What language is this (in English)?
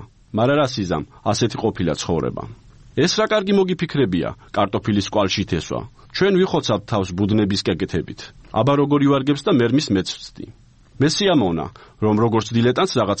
Georgian